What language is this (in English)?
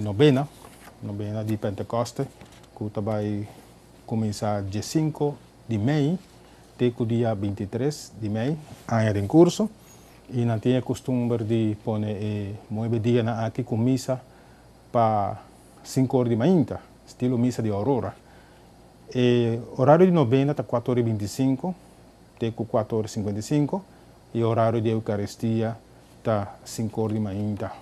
Papiamento